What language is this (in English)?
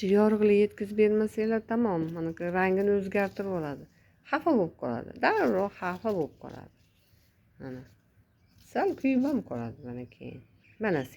Uzbek